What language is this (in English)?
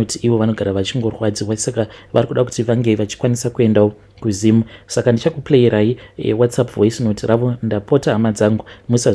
Shona